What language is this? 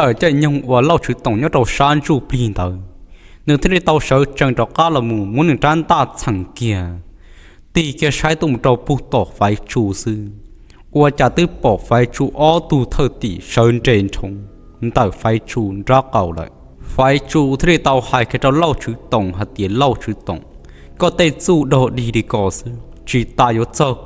Hmong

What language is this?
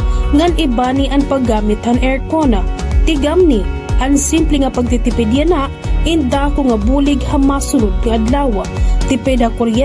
Waray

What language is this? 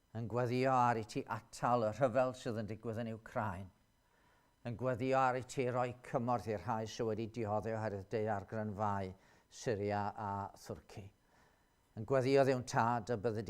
Welsh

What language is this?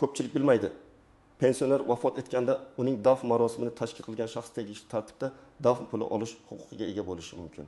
Uzbek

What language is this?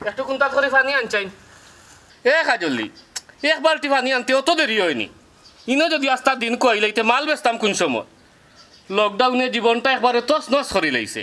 Sylheti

